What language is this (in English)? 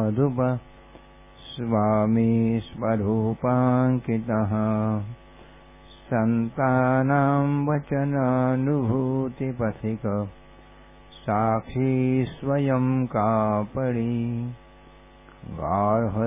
Marathi